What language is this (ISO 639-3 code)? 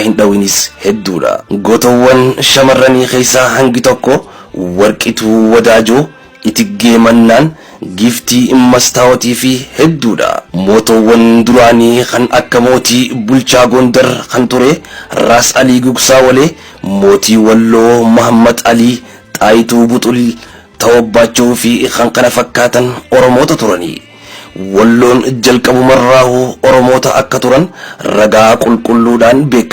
orm